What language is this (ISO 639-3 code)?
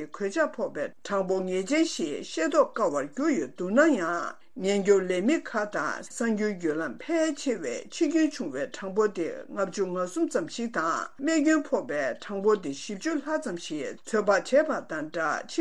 bod